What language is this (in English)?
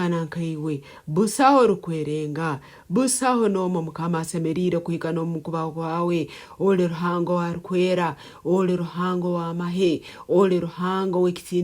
Nyoro